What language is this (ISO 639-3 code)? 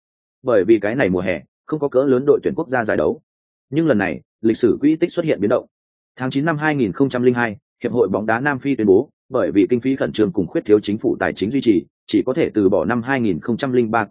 vie